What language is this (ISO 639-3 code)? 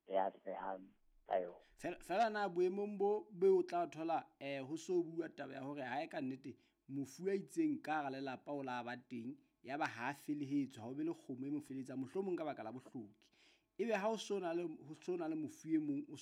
sot